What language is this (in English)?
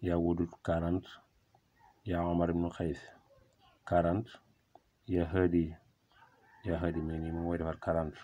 Wolof